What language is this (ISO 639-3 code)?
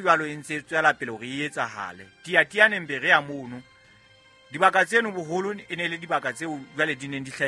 sot